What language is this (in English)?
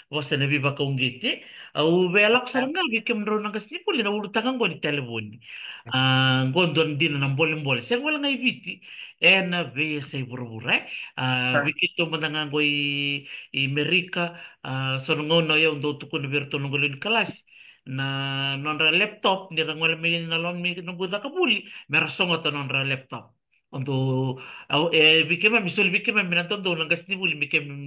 Fijian